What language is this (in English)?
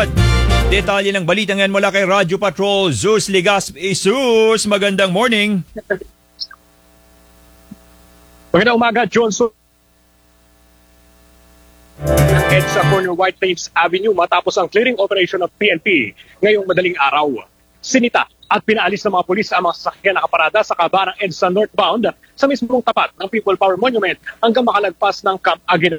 Filipino